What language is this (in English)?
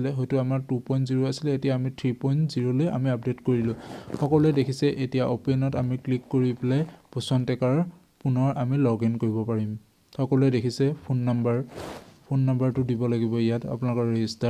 Assamese